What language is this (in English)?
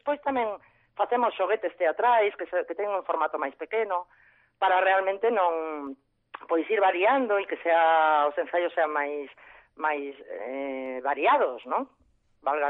Galician